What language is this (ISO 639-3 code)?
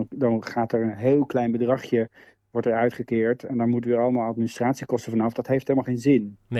nld